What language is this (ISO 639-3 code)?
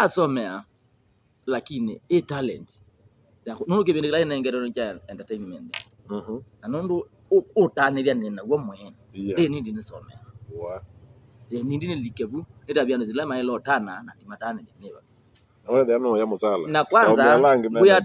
kam